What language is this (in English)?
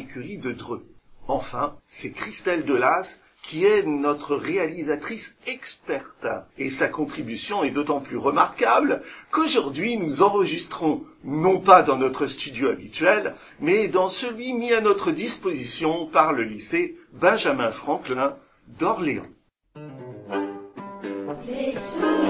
French